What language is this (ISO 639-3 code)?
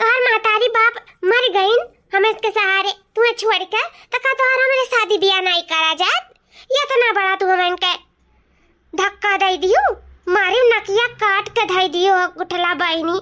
awa